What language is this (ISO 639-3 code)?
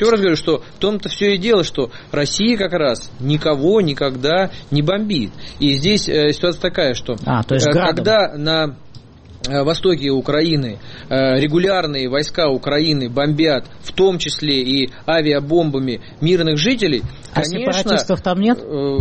rus